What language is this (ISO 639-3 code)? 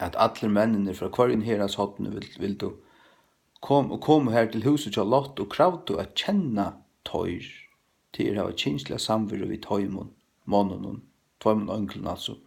fao